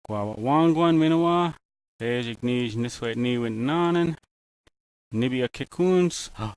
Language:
Ojibwa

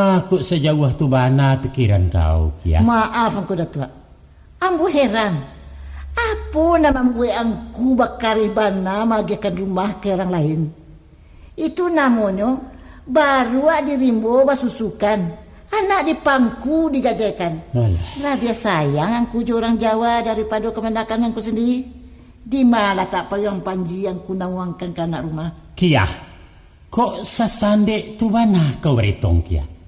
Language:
Minangkabau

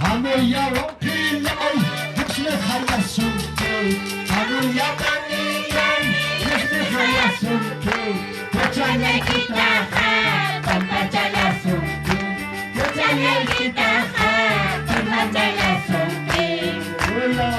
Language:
Ayacucho Quechua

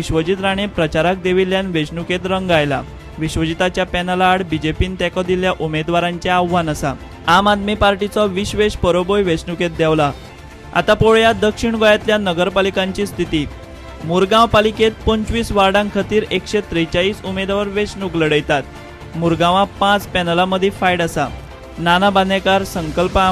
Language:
Konkani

